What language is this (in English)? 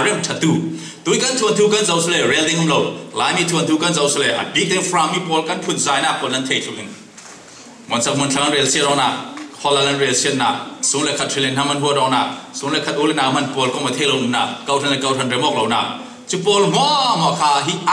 Falam Chin